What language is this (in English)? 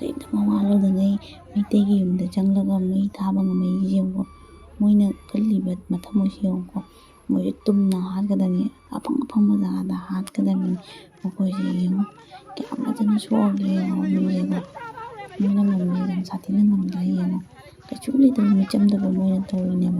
Manipuri